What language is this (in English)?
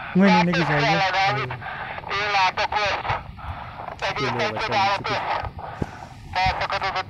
Hungarian